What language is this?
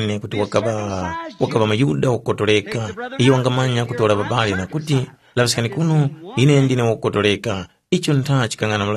Tumbuka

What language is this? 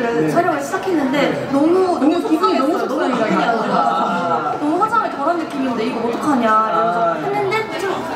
Korean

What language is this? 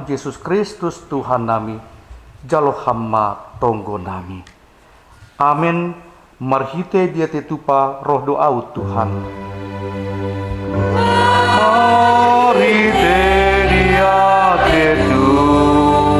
Batak Simalungun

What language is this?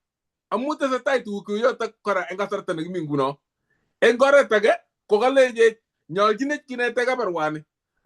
Kalenjin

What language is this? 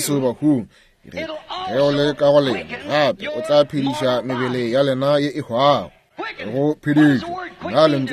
Northern Sotho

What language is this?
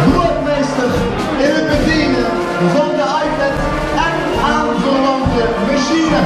Limburgish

